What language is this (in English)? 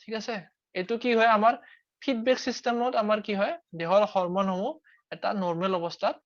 Assamese